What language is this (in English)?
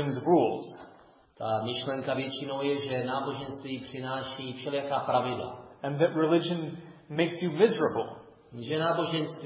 Czech